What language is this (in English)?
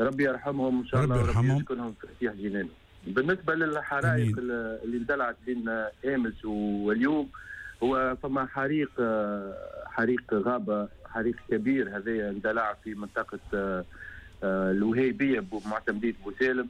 Tunisian Arabic